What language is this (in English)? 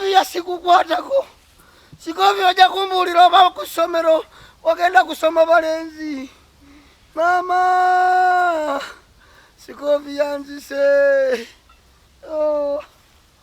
Ganda